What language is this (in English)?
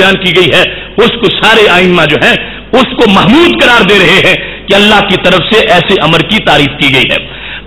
Urdu